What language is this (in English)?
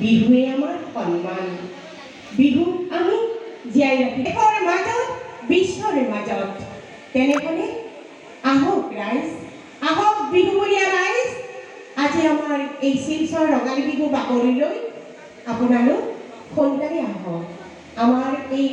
Assamese